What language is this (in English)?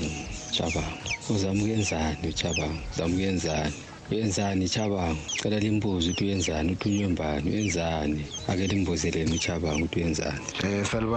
North Ndebele